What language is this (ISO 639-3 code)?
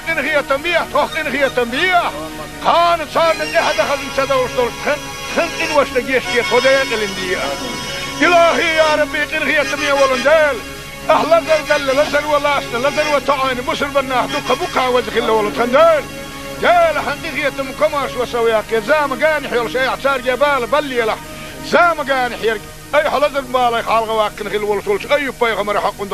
che